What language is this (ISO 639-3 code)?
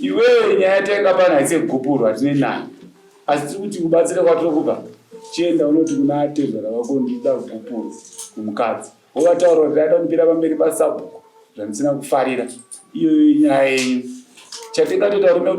sna